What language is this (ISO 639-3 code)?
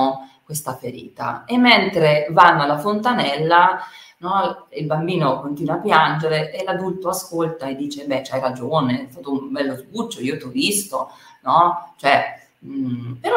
ita